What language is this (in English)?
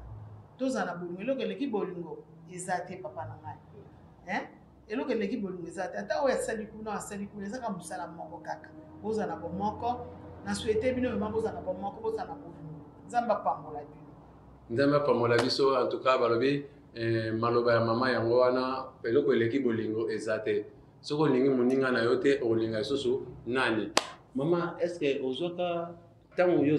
Lingala